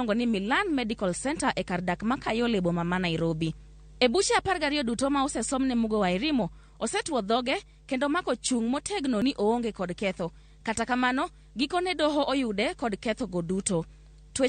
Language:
Luo (Kenya and Tanzania)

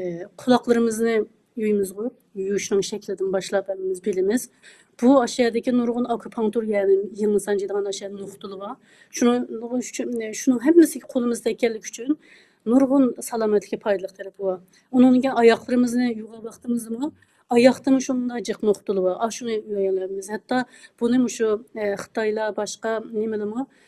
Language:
Uyghur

